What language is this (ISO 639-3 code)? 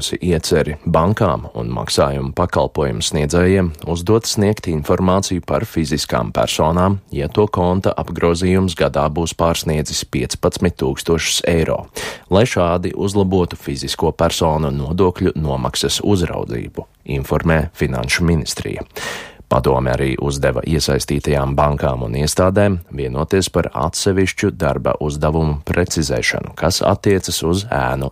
lav